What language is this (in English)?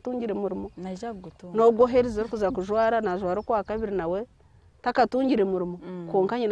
Nyankole